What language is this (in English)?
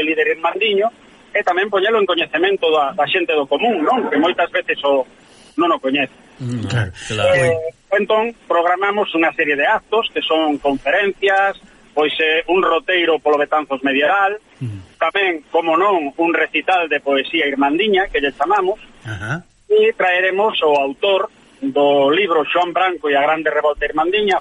Galician